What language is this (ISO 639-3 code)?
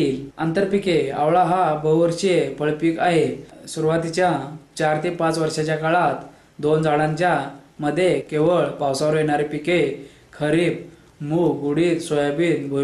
mar